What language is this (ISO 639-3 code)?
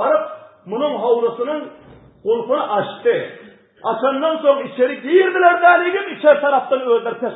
tuk